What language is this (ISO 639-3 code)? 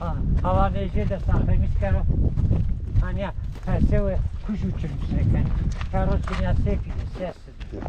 zza